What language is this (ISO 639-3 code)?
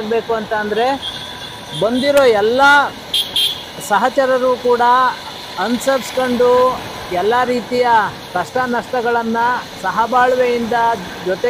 kan